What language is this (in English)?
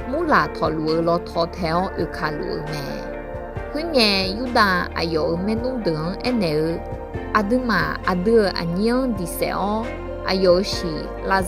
Akha